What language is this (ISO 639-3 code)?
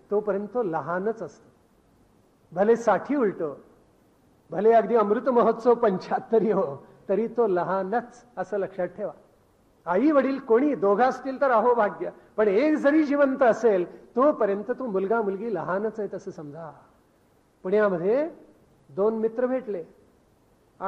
mar